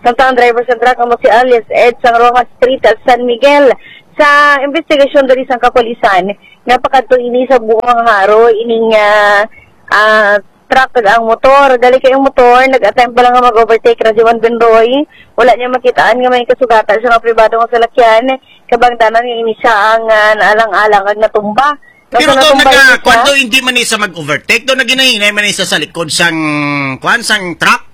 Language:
Hiligaynon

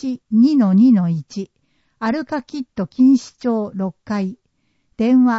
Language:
Japanese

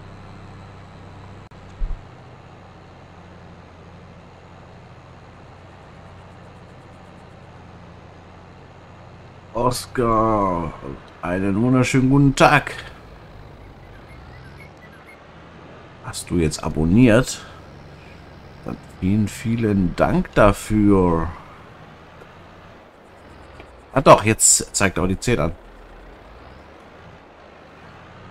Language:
German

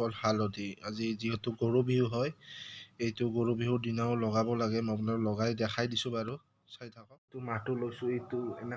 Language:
Assamese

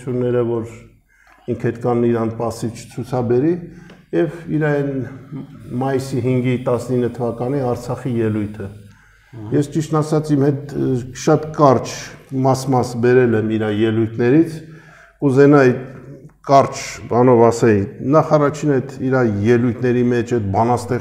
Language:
Armenian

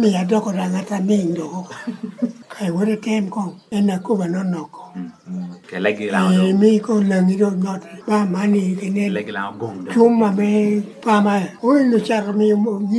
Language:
Lango (Uganda)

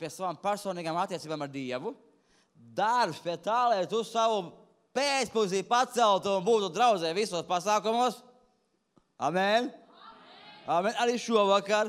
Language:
Latvian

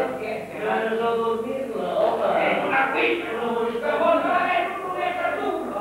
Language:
Catalan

